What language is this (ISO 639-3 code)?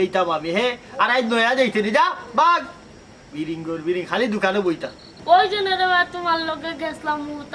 syl